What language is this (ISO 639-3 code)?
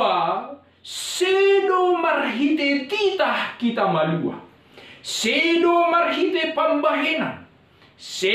bts